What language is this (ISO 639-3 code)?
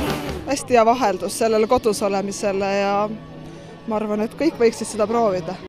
est